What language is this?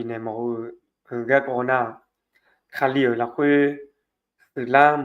Akha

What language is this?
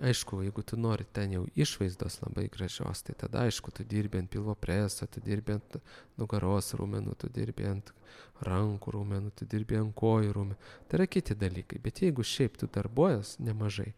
Lithuanian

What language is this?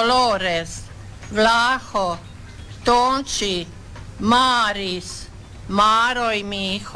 Croatian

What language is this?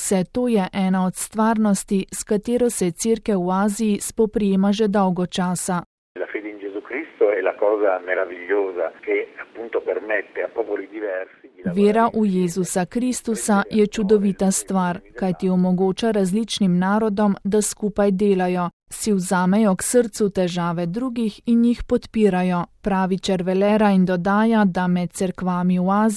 Slovenian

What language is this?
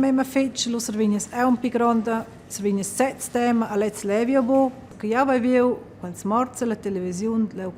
Romansh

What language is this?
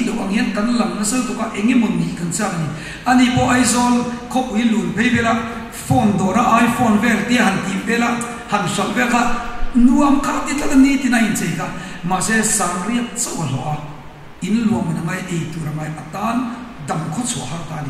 Mizo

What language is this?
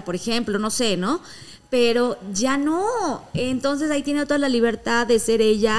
Spanish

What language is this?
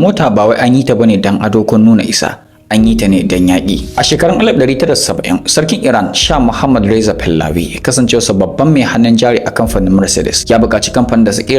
Hausa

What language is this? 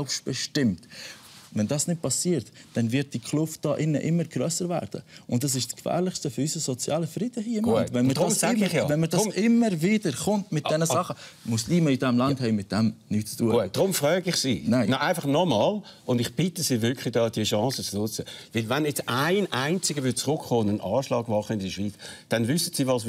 Swiss German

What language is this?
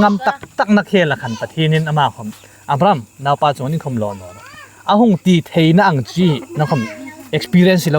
Hmar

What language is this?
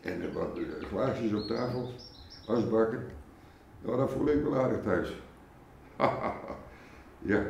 Western Frisian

